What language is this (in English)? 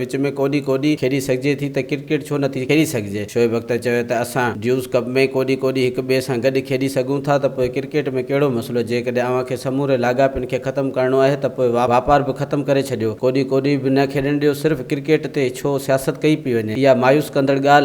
Sindhi